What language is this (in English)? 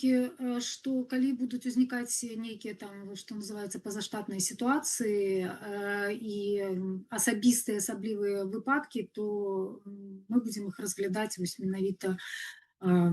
Belarusian